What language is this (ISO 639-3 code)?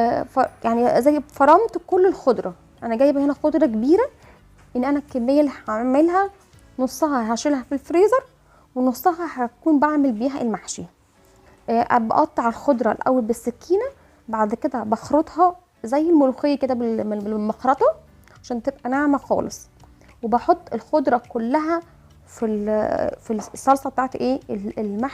arz